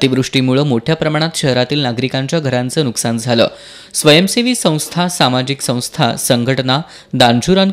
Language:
Marathi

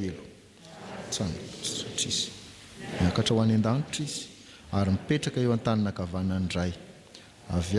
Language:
Malagasy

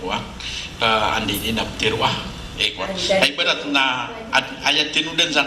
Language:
Maranao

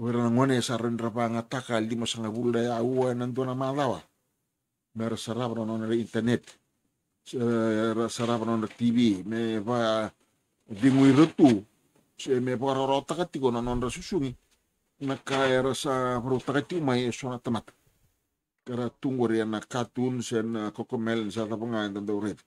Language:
Fijian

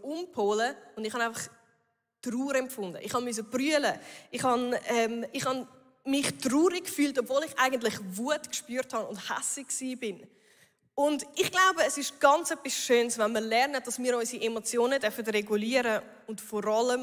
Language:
Swiss German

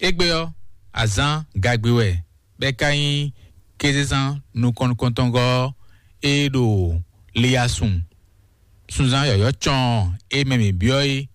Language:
Fon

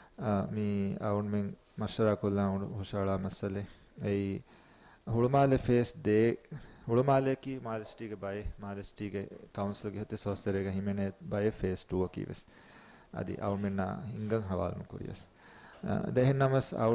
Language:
Divehi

